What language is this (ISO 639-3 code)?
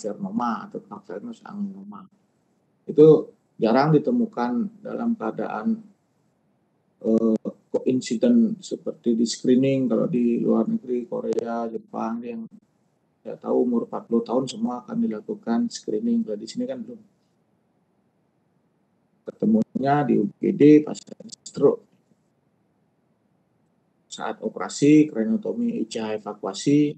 ind